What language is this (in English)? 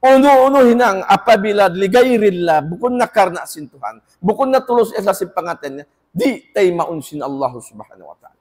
Tausug